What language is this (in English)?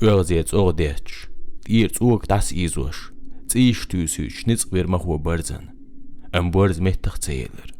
Chechen